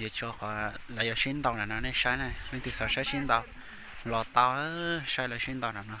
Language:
Hmong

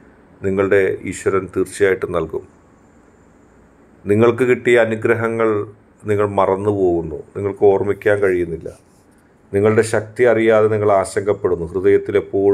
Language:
Malayalam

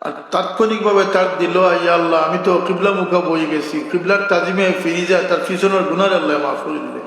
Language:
Sylheti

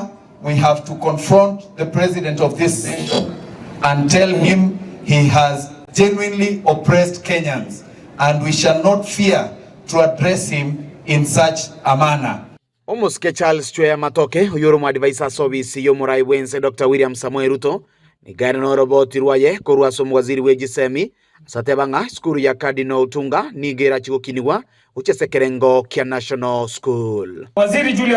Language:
Gusii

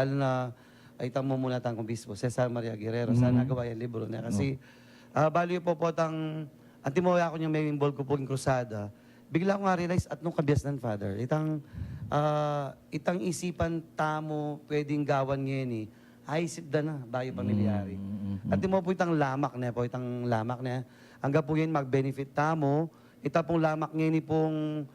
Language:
Pampanga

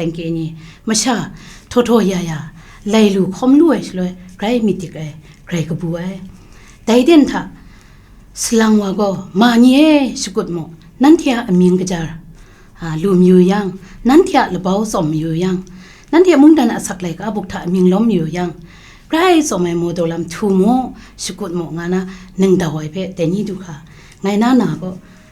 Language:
Kachin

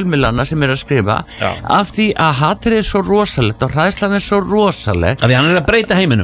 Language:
Icelandic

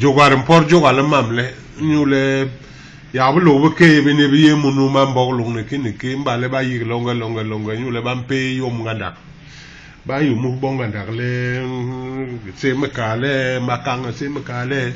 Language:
Basaa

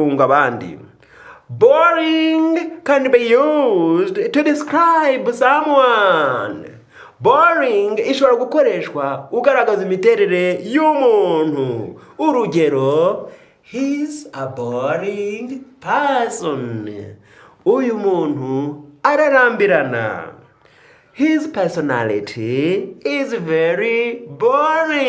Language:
Kinyarwanda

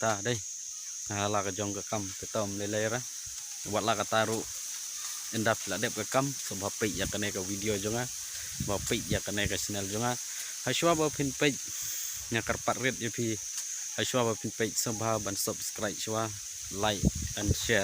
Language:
Khasi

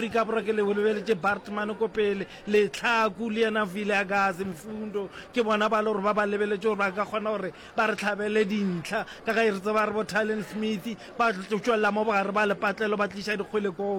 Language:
Northern Sotho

